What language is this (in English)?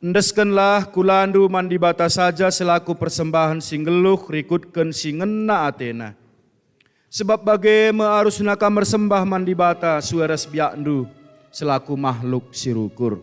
Batak Karo